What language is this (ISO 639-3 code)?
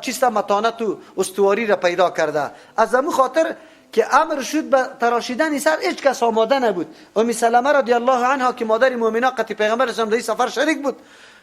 fas